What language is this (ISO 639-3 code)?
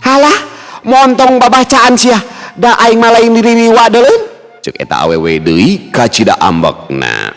sun